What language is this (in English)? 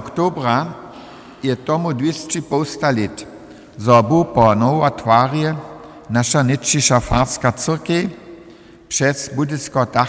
Upper Sorbian